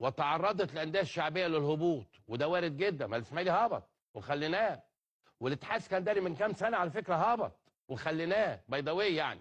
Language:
Egyptian Arabic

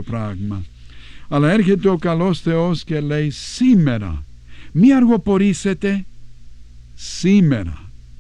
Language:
Greek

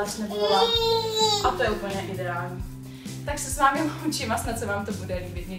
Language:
Czech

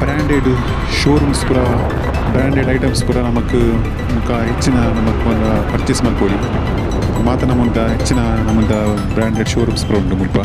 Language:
Tulu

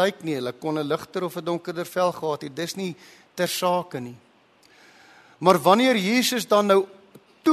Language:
Afrikaans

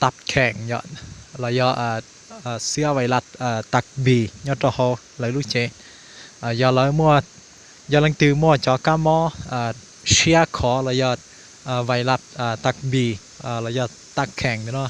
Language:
Hmong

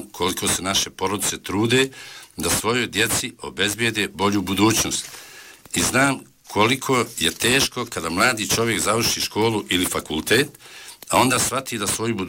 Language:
Bosnian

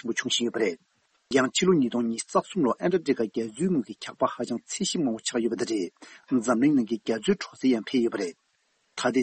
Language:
Tibetan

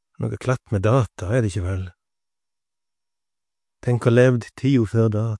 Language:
Norwegian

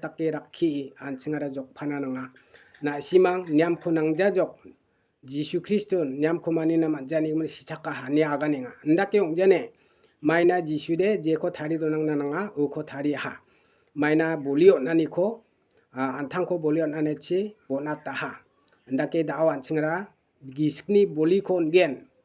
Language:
Garo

